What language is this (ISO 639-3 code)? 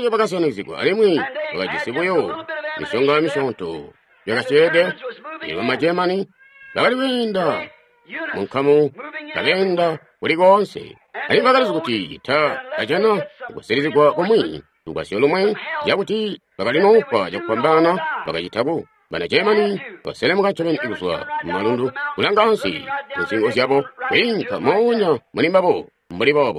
toi